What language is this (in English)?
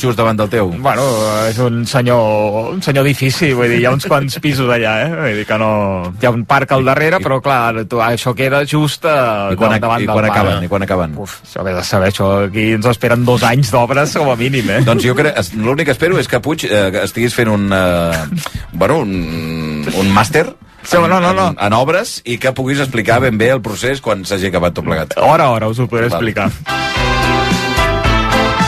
Catalan